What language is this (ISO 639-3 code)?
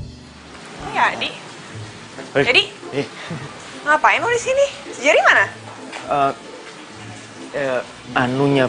ind